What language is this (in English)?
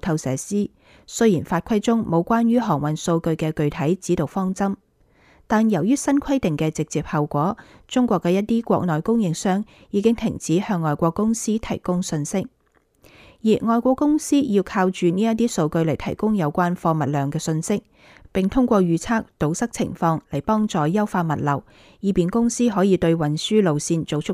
Cantonese